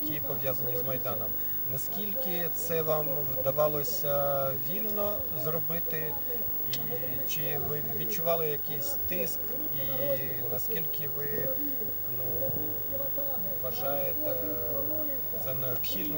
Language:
Ukrainian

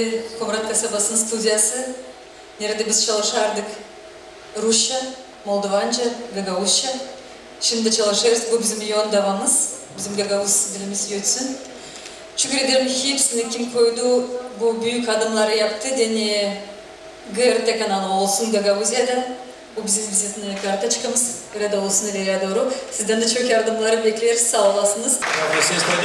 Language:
Gagauz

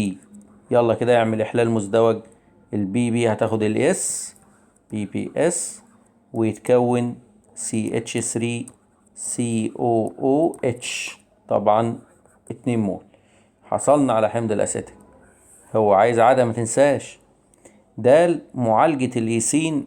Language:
Egyptian Arabic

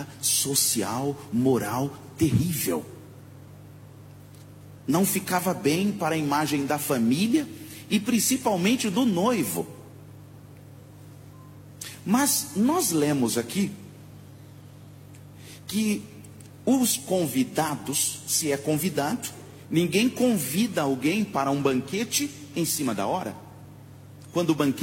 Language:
Portuguese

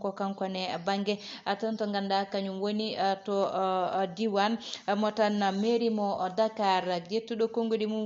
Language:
Fula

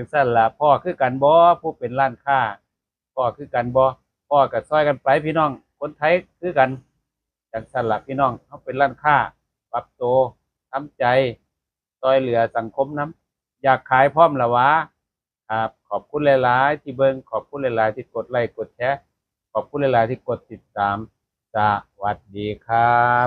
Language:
Northeastern Thai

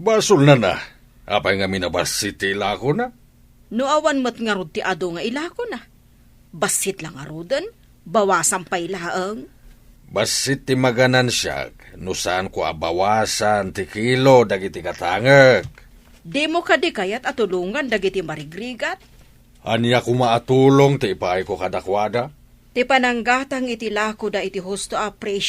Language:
Iloko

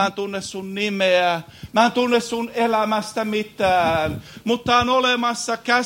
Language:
Finnish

